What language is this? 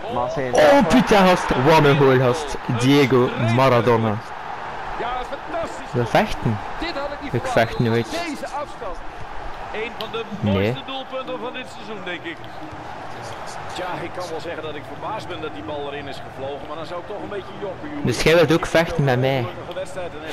Dutch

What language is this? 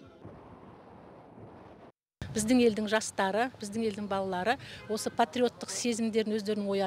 Kazakh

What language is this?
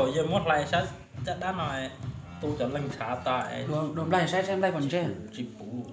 Hmong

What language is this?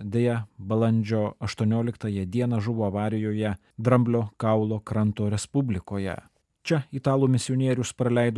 Lithuanian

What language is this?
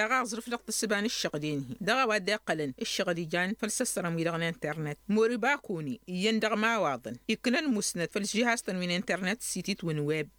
Tamasheq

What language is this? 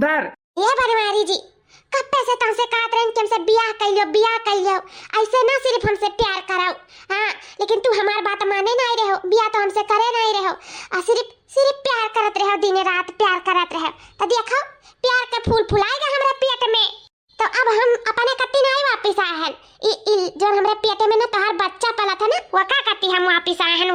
Awadhi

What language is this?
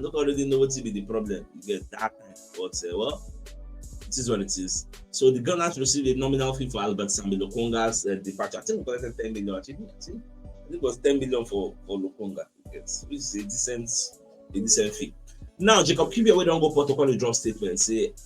Nigerian Pidgin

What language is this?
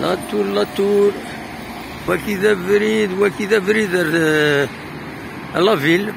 Kabyle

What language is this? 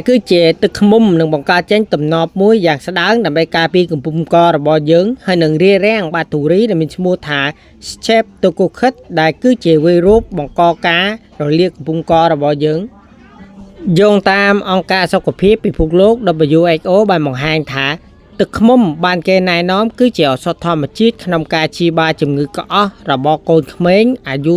Khmer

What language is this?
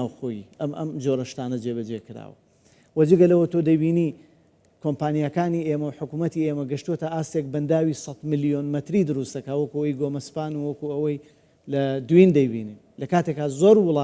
Central Kurdish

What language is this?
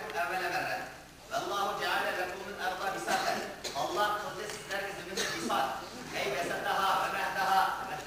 Uyghur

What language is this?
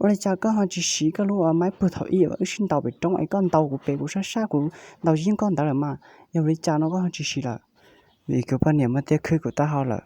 Hmong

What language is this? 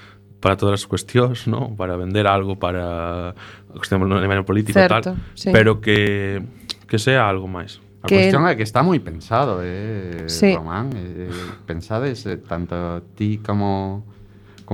Galician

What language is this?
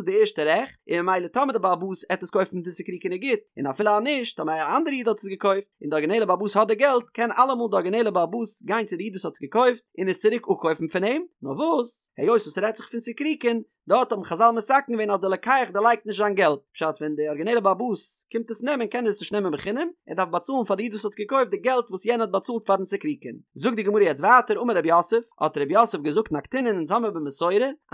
Yiddish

